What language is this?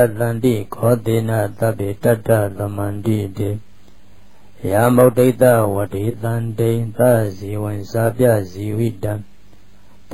Burmese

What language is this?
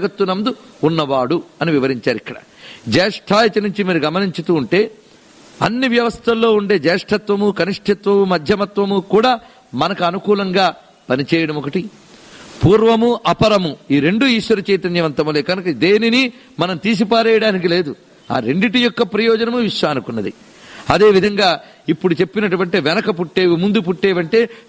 Telugu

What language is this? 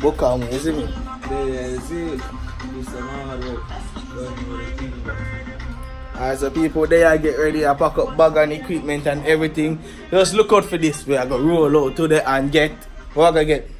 Jamaican Creole English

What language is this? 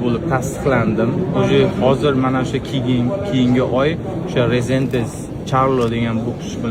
Uzbek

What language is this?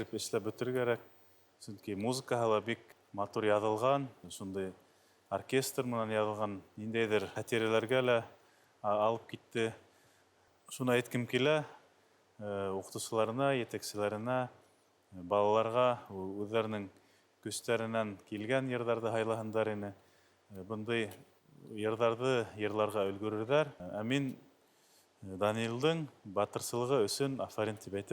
Bashkir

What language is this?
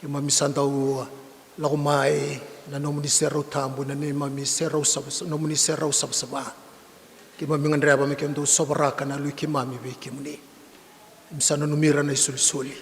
Fijian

